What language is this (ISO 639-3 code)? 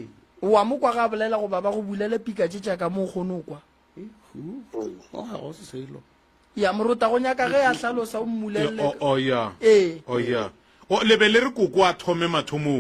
nso